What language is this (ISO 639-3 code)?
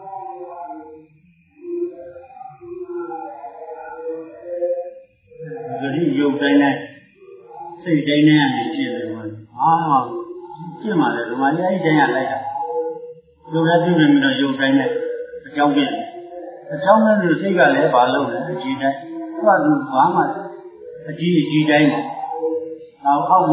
mya